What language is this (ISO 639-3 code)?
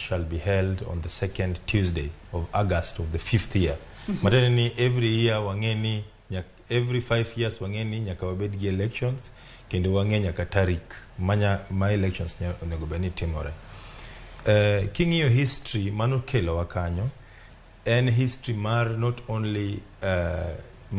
luo